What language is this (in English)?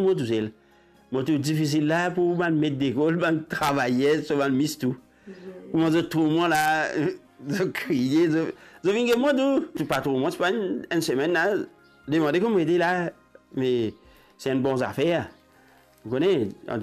Morisyen